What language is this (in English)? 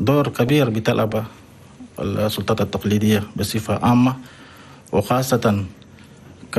Chadian Arabic